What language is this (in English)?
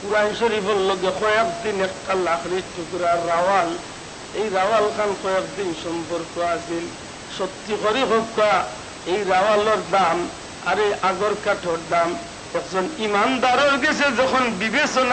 Sylheti